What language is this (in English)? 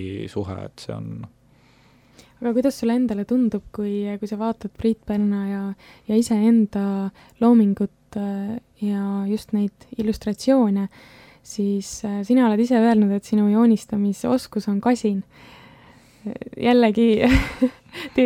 Estonian